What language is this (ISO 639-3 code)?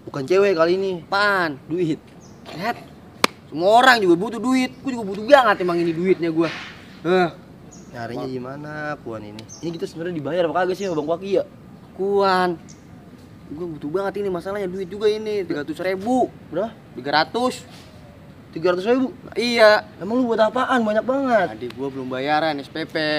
bew